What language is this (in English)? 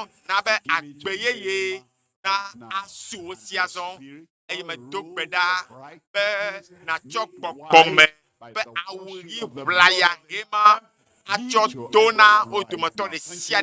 Ewe